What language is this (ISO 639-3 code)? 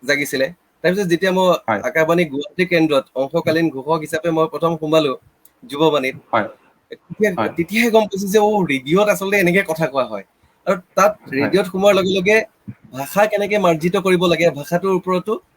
asm